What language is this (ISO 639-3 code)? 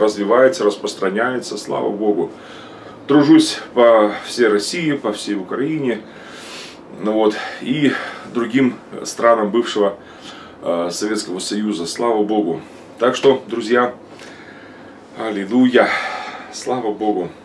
rus